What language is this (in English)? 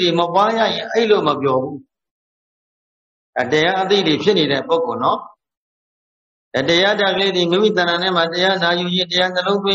Burmese